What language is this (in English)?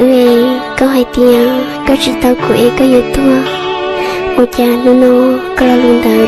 Hmong